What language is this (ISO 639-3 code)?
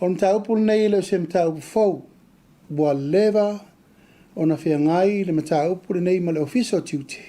smo